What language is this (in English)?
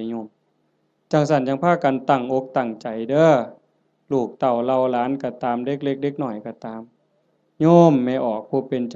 Northeastern Thai